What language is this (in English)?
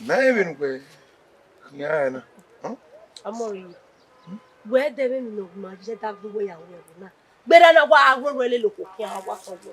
Bini